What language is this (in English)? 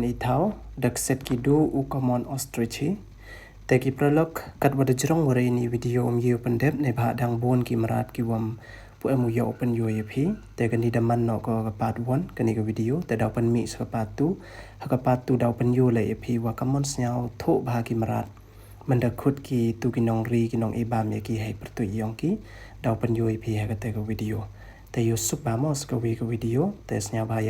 Pnar